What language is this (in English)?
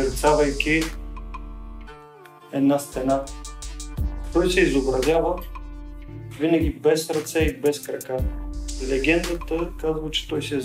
Bulgarian